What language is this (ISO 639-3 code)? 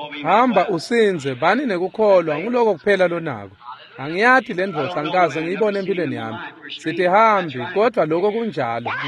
ssw